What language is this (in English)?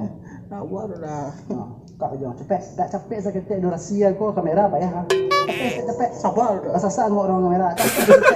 Minangkabau